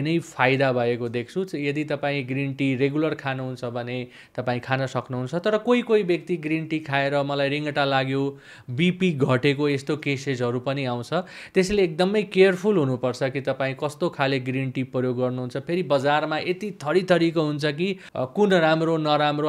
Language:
Nepali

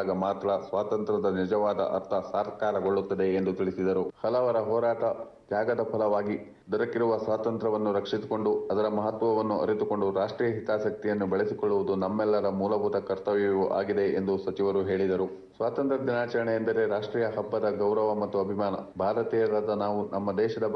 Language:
Kannada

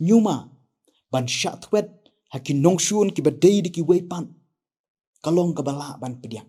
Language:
Khasi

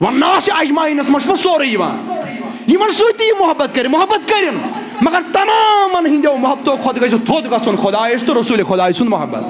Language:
Kashmiri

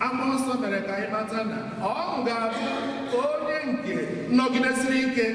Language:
Igbo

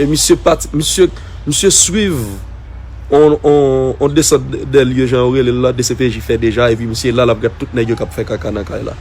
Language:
Haitian Creole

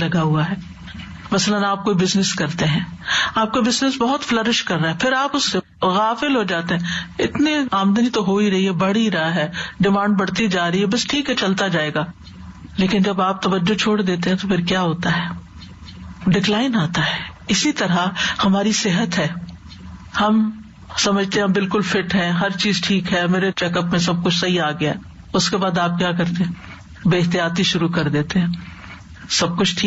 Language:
Urdu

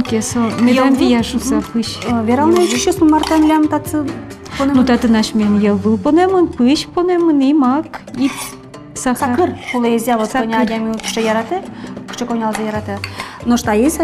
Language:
Udmurt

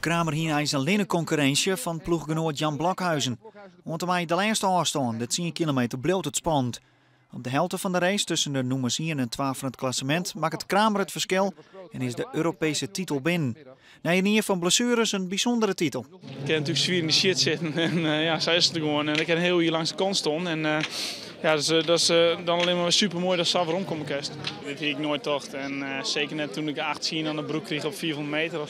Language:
Western Frisian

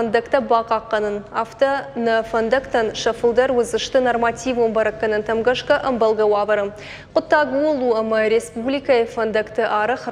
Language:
Ossetic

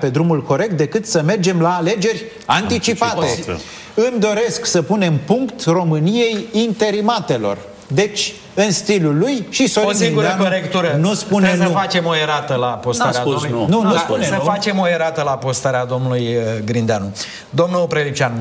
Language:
Romanian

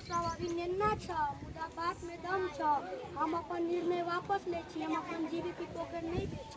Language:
Maithili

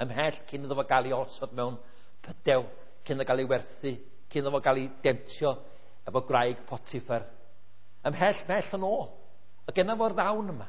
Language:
Welsh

